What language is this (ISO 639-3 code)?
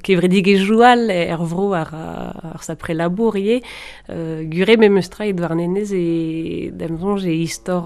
bre